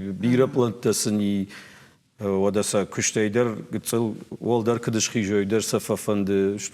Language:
Ossetic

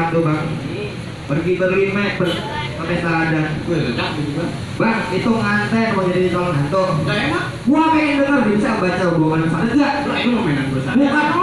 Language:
Betawi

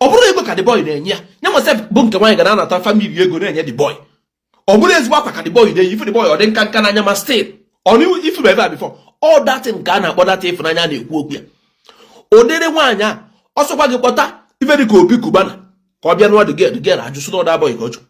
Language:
Igbo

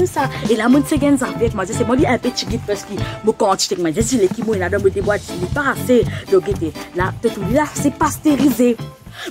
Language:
Morisyen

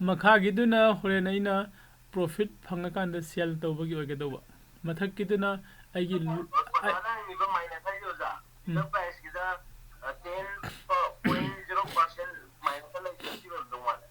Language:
Manipuri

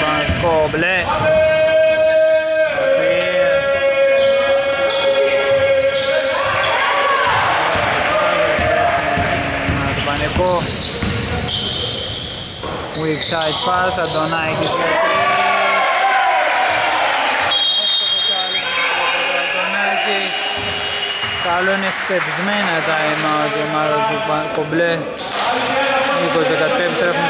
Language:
Greek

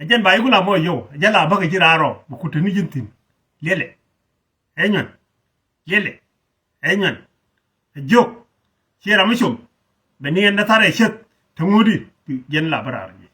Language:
Nuer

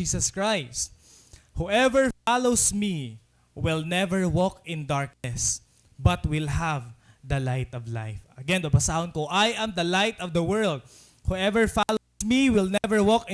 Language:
Waray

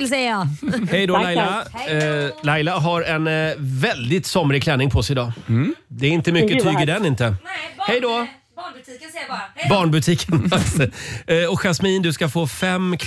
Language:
Swedish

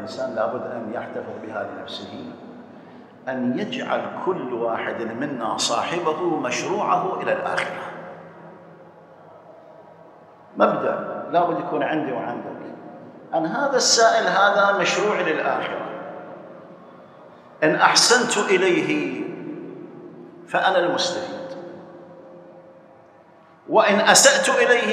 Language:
Arabic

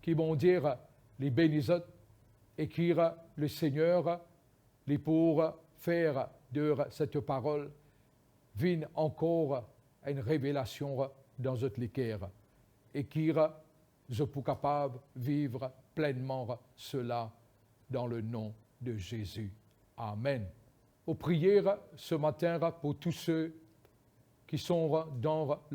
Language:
Morisyen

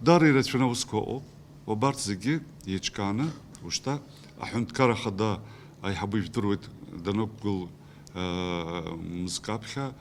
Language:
Abkhazian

